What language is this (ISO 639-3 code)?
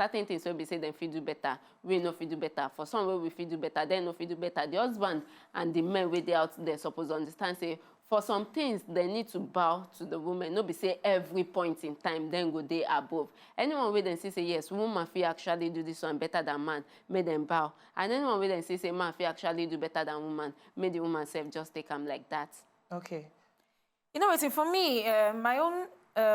pcm